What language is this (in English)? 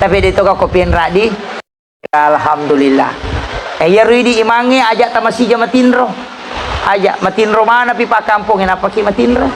Buginese